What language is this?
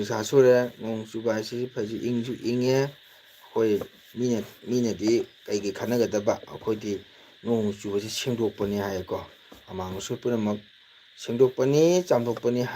Manipuri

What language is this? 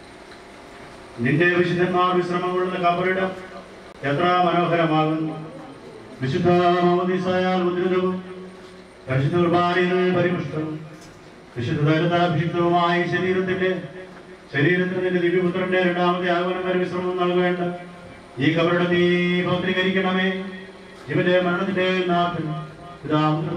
Malayalam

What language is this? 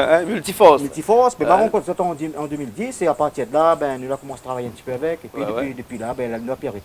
Réunion Creole French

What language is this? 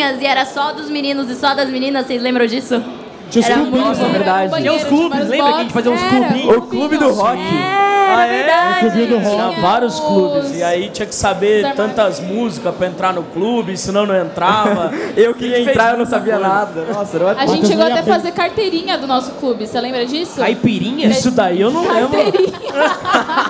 Portuguese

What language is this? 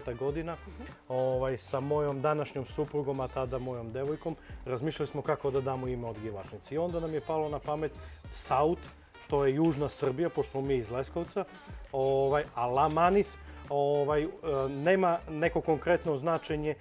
Serbian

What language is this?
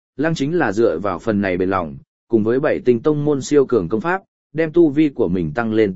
Vietnamese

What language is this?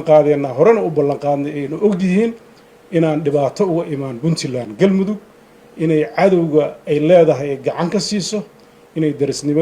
Somali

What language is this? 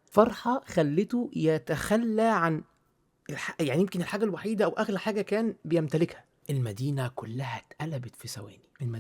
Egyptian Arabic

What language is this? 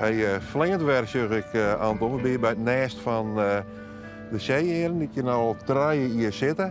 Western Frisian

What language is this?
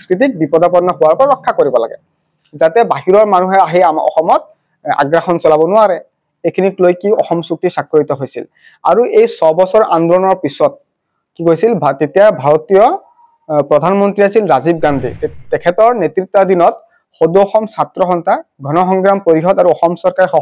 Assamese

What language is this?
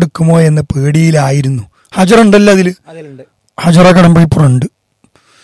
Malayalam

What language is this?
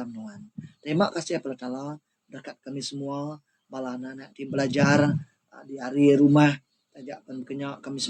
Iban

